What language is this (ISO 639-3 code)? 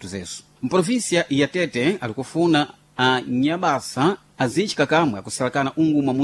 seh